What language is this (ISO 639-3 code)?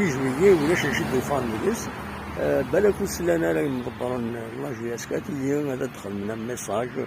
kab